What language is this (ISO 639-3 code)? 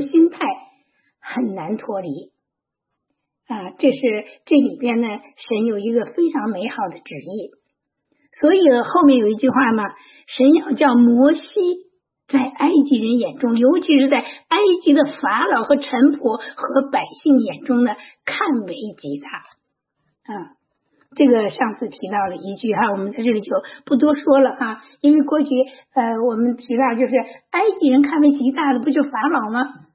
zho